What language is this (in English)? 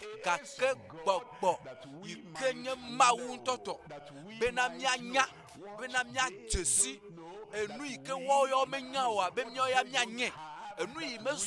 Ewe